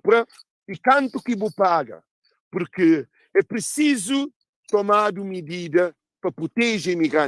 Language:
Kabuverdianu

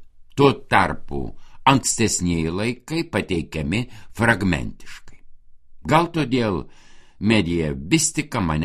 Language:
Lithuanian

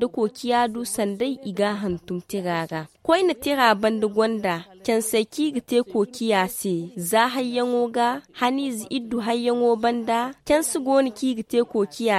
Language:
Zarma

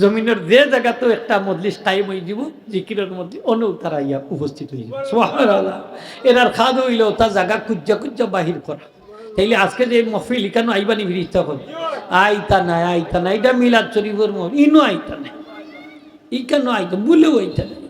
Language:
Sylheti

